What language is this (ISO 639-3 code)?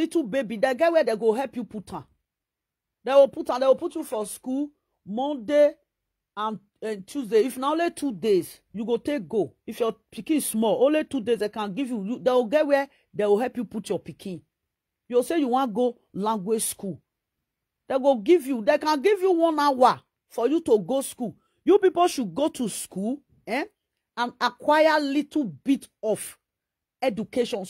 pcm